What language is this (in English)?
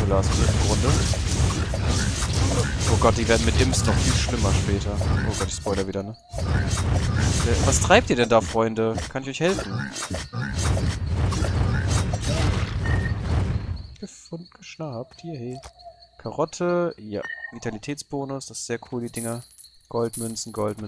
German